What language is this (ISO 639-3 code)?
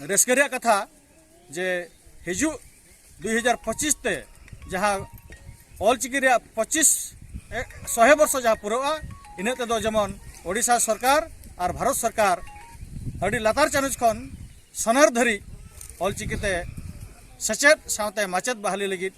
sat